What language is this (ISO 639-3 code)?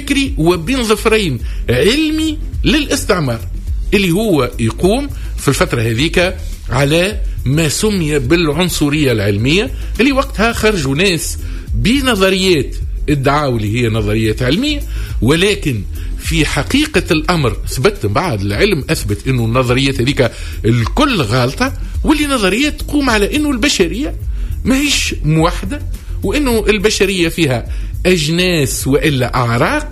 aeb